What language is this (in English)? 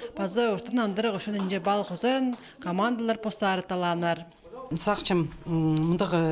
Khakas